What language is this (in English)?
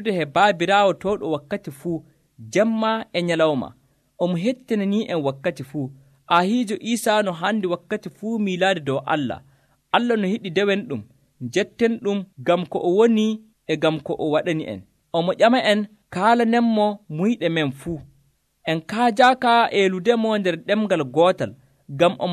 Nigerian Fulfulde